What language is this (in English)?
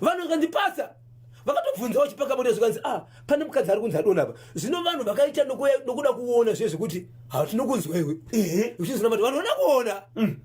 Shona